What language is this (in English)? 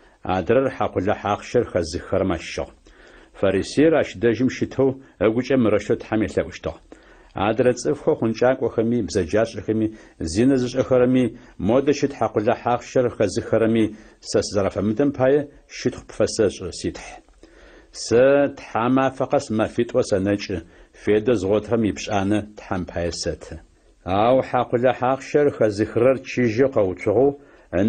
Adyghe